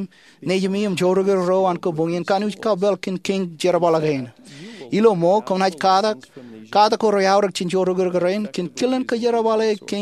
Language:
Marshallese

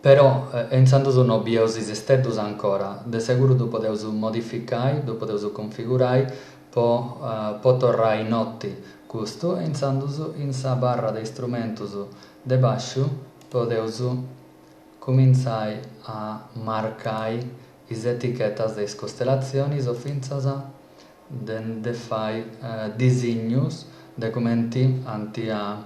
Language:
Sardinian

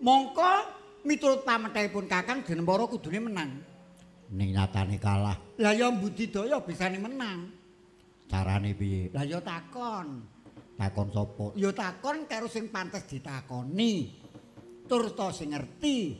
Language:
Javanese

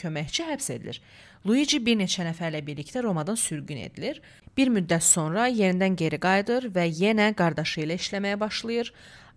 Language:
Azerbaijani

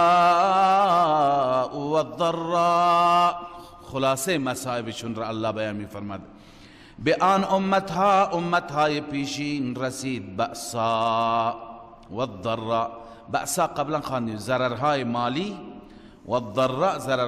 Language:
Persian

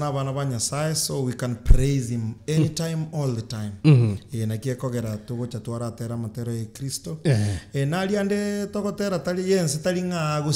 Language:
Gusii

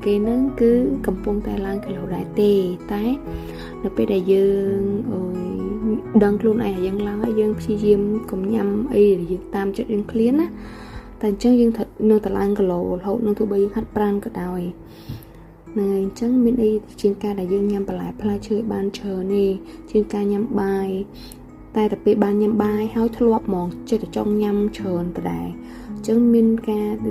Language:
Khmer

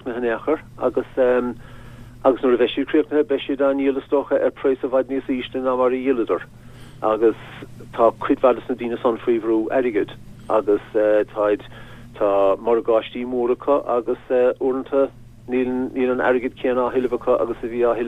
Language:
Irish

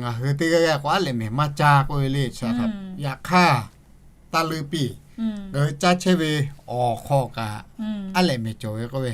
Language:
Lahu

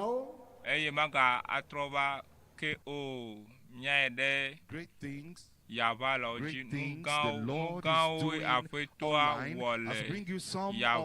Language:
Ewe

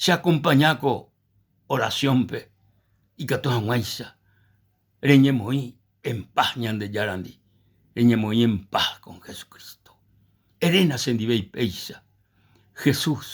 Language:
Guarani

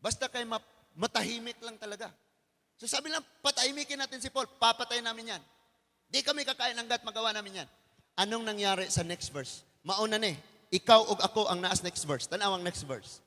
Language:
Cebuano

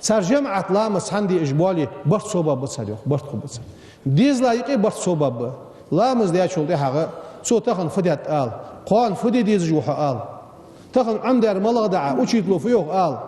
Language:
Ingush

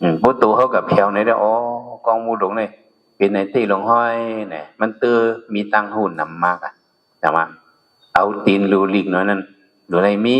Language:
Shan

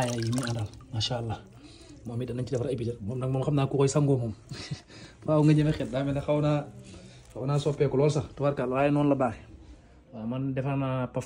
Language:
Wolof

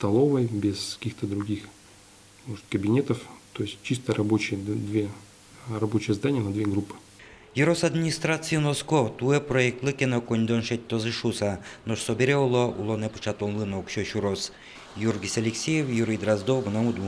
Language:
Udmurt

